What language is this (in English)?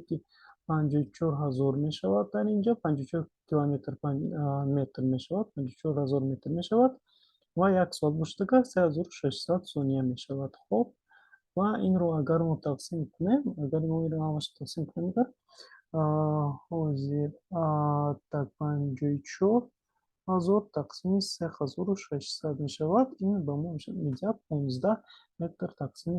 Tajik